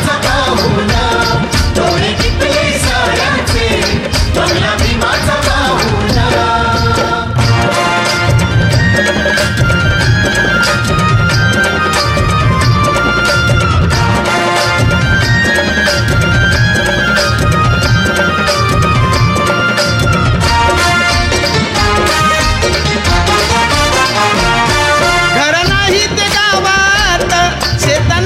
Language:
Marathi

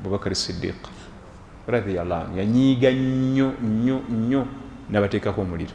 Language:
Ganda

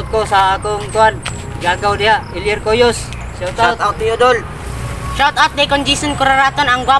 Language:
Cebuano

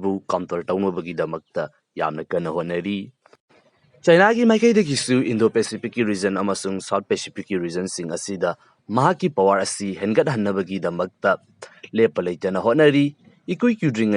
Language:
Manipuri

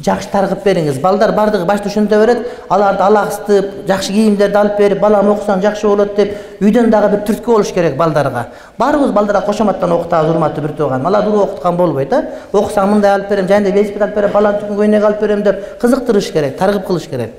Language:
Kyrgyz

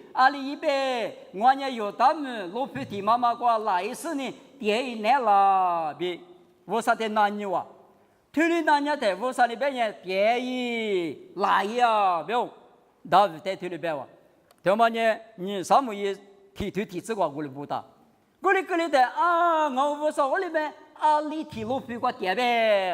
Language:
Lisu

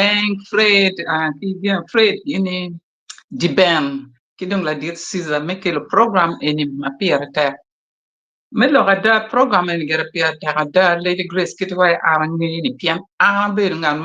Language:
Acoli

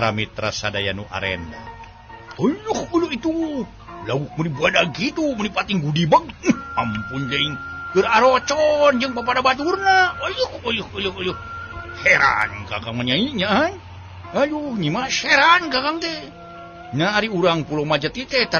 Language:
Sundanese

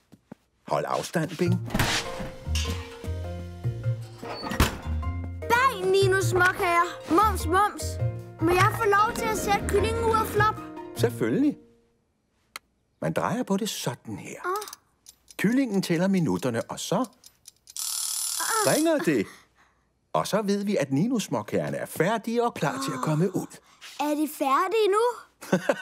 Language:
Danish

